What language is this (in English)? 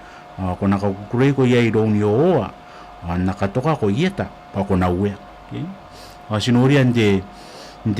Gilbertese